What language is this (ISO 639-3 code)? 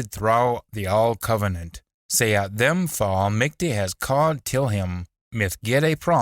sco